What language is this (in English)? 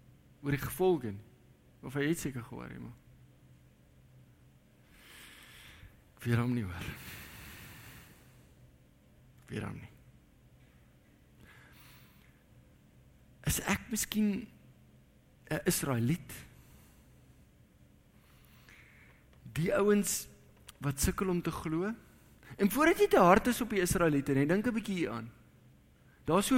Afrikaans